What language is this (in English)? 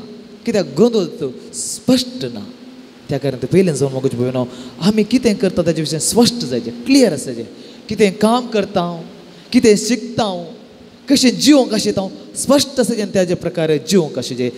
Konkani